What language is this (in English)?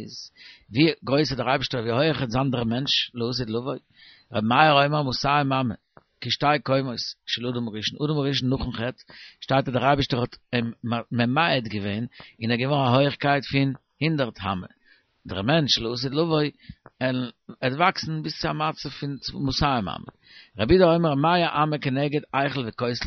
Yiddish